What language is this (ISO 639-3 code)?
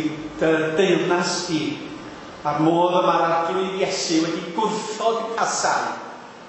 cym